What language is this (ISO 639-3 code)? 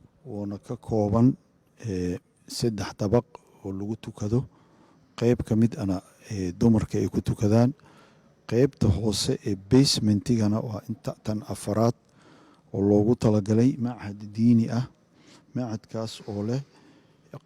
som